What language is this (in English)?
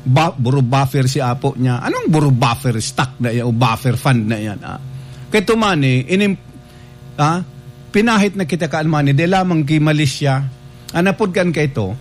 Bikol